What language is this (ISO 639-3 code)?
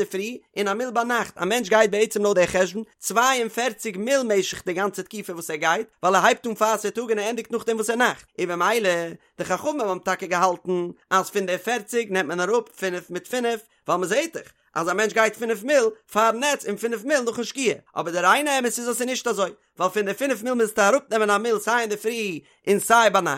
yid